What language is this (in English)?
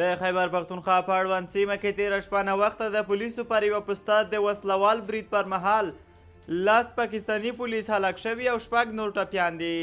Pashto